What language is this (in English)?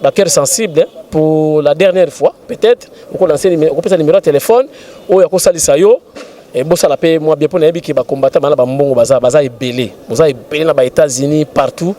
Lingala